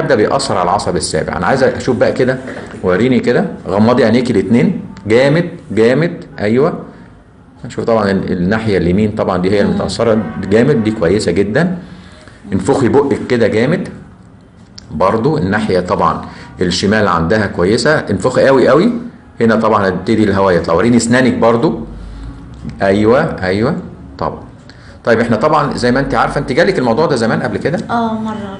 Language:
Egyptian Arabic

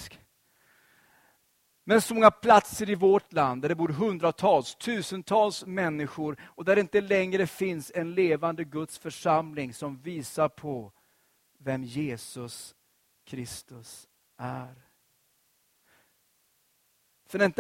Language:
Swedish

